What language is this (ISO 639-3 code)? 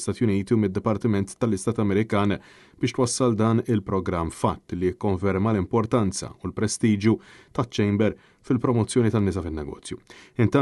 mlt